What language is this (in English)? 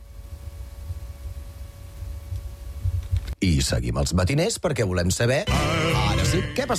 Catalan